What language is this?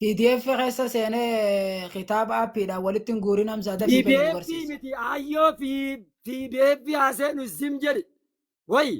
Oromo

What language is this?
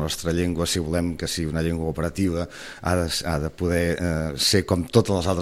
Catalan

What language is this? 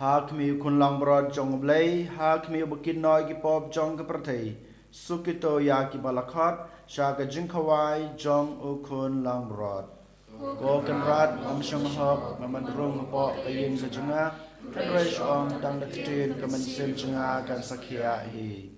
Khasi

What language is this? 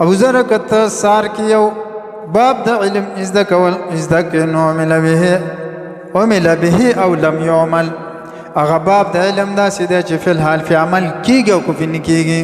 Pashto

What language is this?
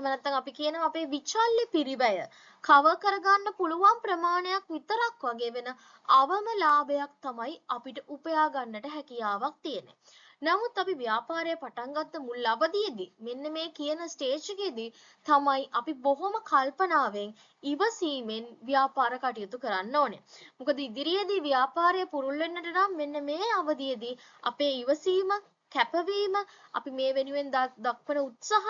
Sinhala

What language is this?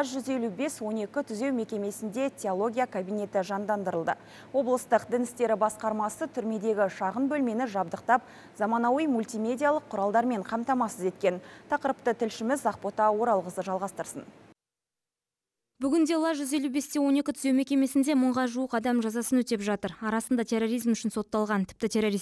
Kazakh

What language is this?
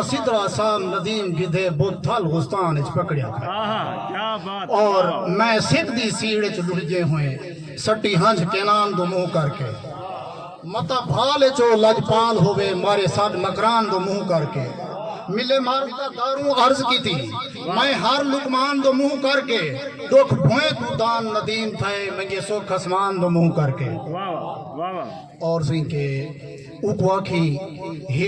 Saraiki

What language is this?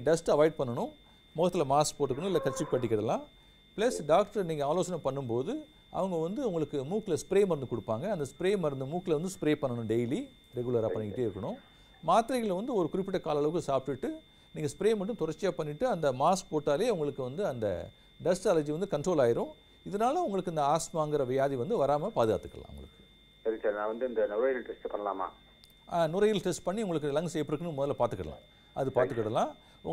Tamil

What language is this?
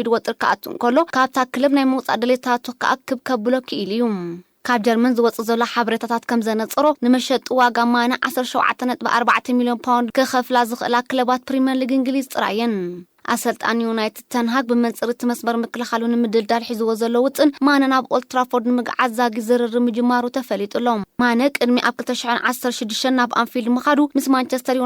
Tigrinya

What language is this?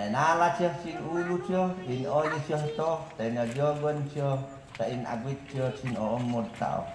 Mayoyao Ifugao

